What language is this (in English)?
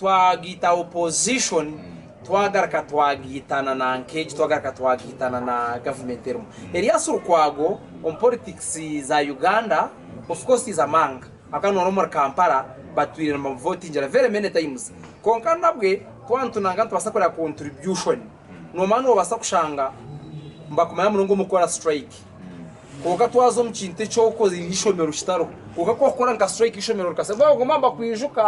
Nyankole